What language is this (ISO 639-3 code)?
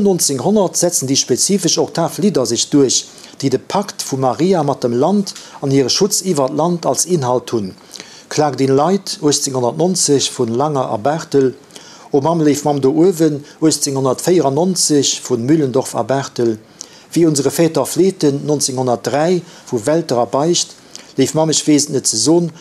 ltz